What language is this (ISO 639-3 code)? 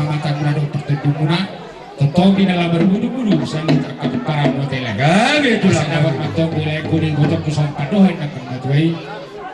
bbc